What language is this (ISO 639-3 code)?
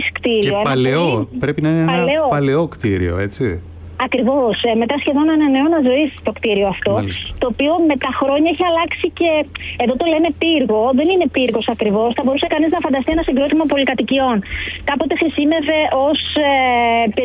ell